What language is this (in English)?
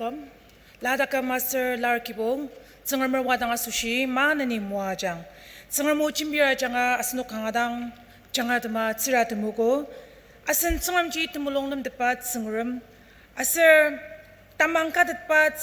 Ao Naga